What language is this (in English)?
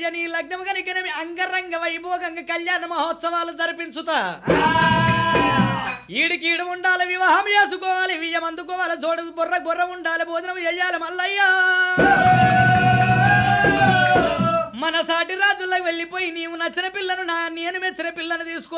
Telugu